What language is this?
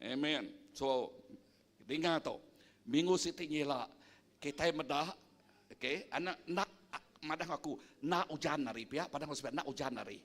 Iban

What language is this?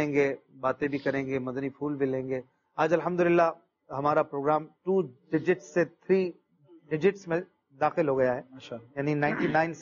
Urdu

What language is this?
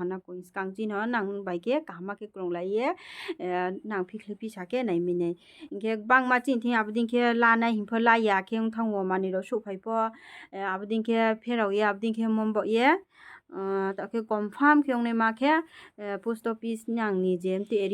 Riang (India)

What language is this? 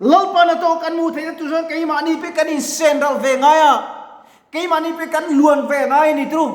Mizo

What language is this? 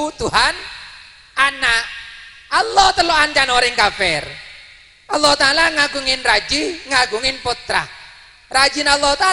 Madurese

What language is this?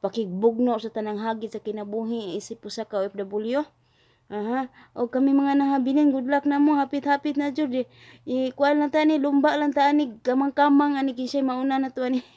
Cebuano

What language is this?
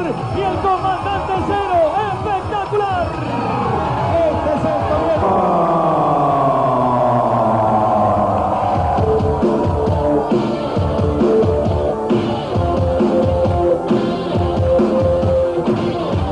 Spanish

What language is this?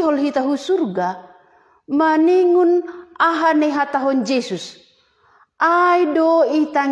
Batak Simalungun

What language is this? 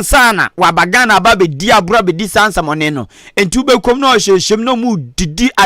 Akan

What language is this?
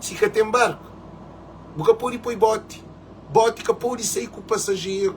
Kabuverdianu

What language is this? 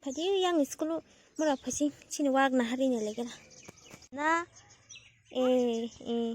Kok Borok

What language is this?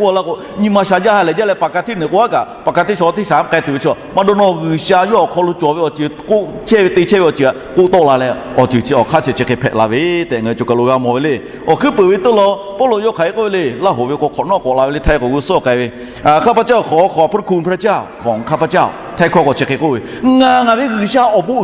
Lahu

